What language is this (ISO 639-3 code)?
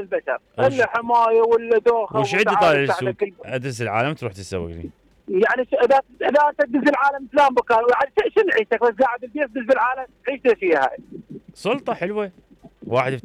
acm